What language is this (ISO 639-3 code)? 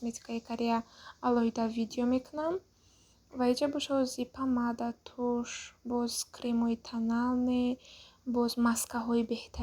tgk